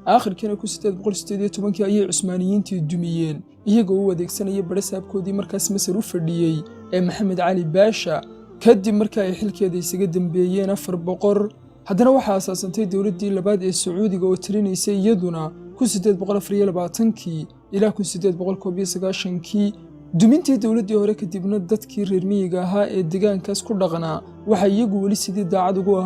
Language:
Somali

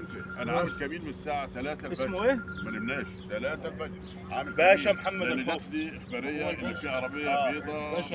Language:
Egyptian Arabic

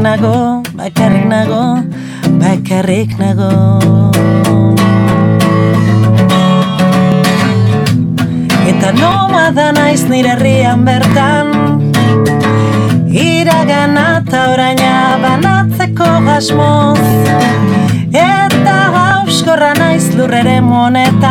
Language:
Basque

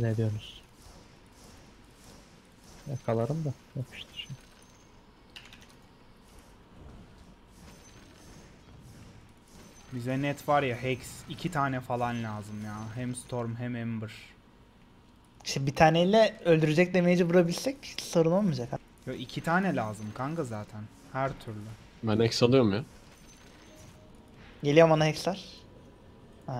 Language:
Turkish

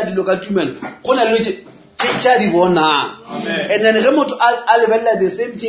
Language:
Northern Sotho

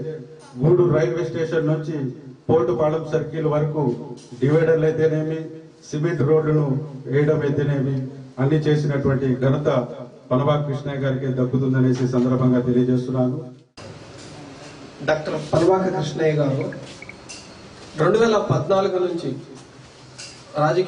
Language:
Telugu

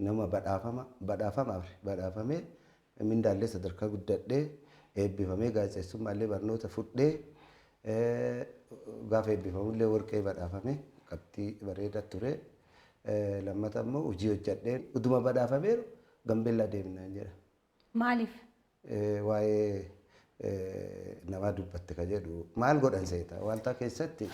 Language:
Oromo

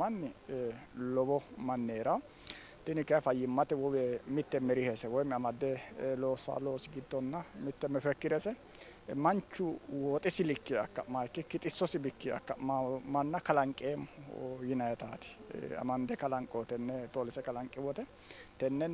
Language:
Sidamo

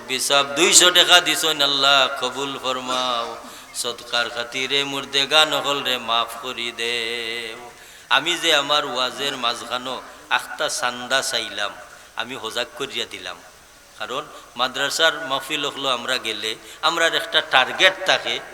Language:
Sylheti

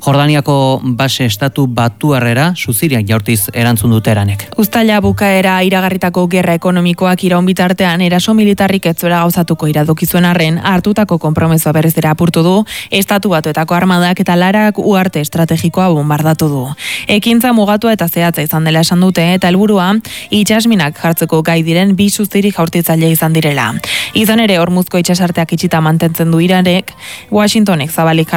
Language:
Basque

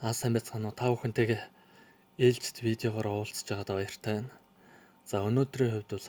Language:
Mongolian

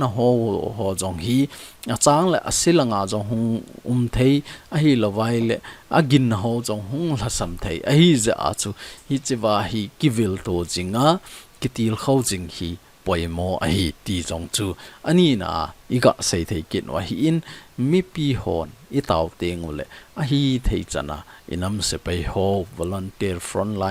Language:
Thado Chin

